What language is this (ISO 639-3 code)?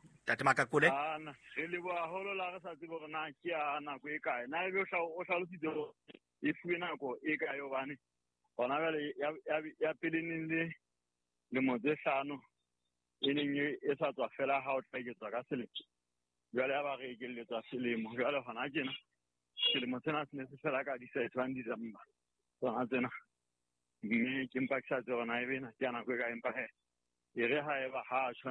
sot